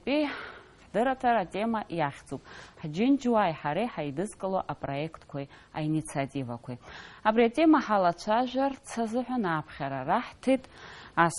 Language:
Abkhazian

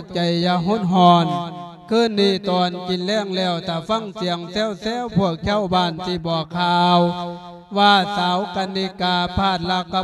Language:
Lao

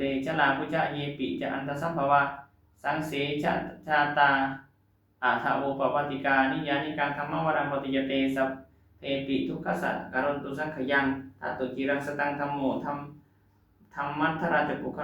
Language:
Pali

